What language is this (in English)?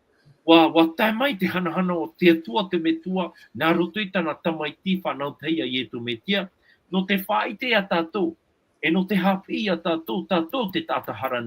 Tahitian